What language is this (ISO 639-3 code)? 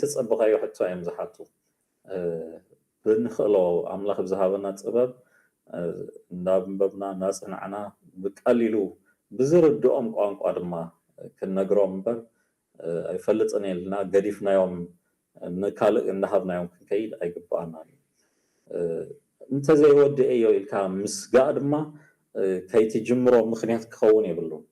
tir